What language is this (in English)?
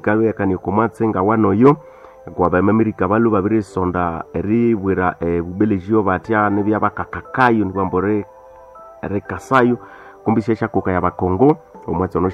Nande